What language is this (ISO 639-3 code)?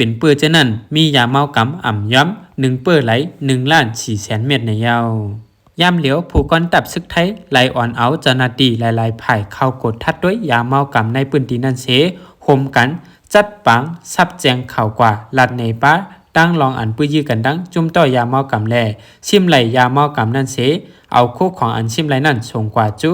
shn